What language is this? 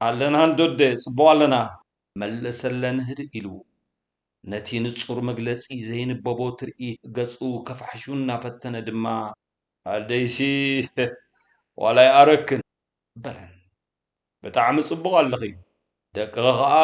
Tigrinya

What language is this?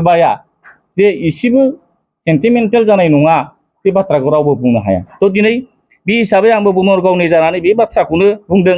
Bodo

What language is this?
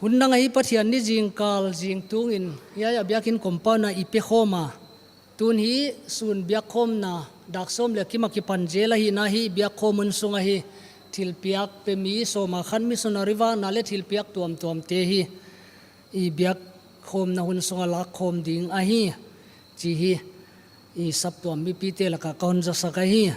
Paite Chin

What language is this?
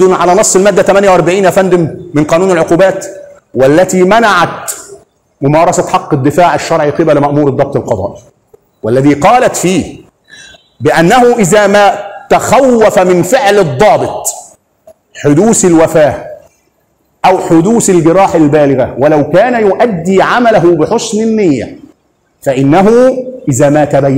Egyptian Arabic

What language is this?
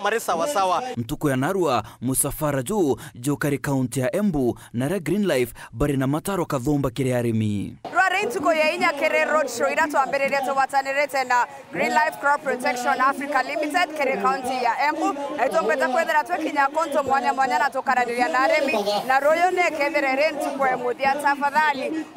Meru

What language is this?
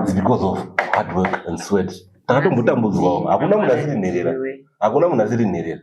Shona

